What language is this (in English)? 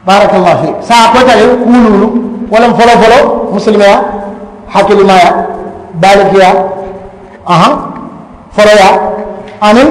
Mandingo